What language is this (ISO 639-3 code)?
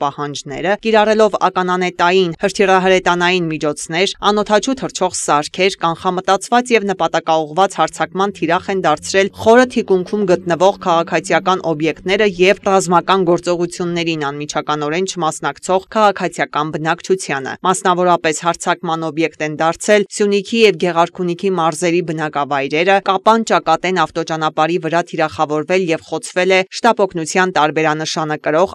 hye